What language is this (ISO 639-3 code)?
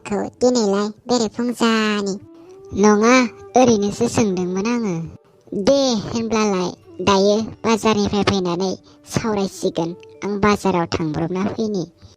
brx